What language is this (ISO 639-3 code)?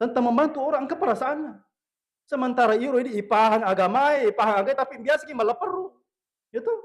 bug